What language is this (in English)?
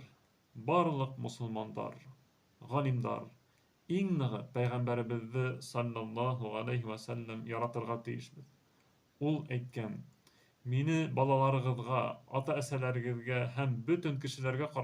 Bashkir